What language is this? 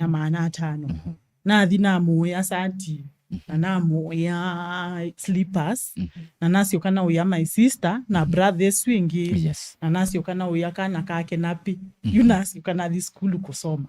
Kamba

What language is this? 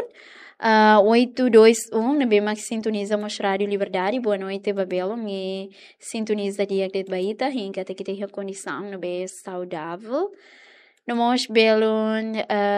Tetum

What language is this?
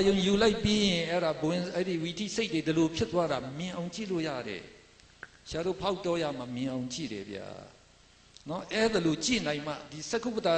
Burmese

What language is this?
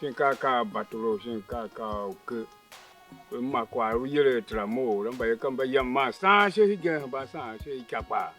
Tiv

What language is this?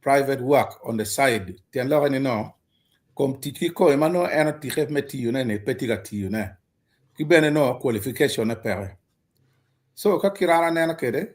Acoli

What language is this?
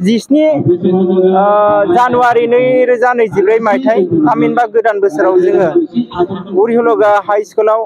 Bodo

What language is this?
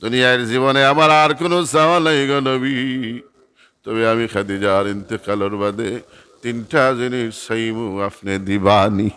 Sylheti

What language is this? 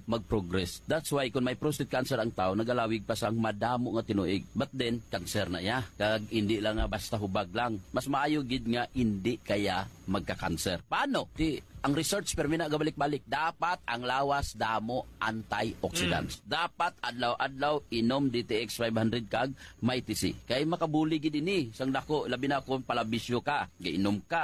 Hiligaynon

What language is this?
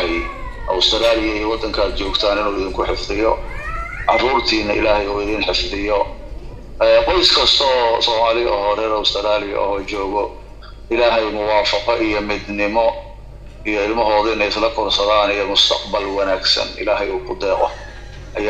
Somali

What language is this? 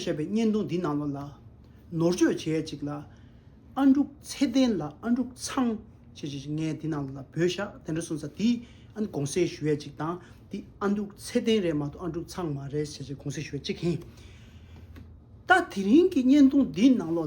Tibetan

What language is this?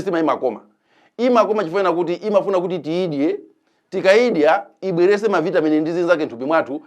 Nyanja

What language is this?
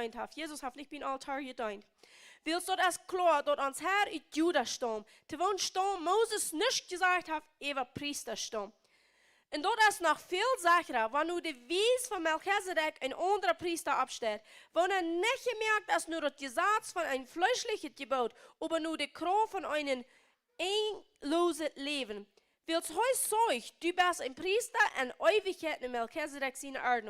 Plautdietsch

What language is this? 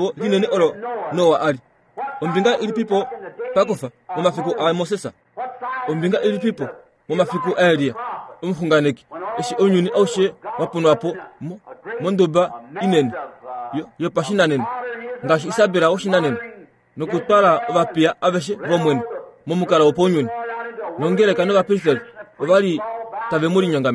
Kuanyama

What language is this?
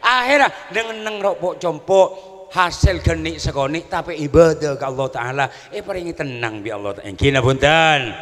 Madurese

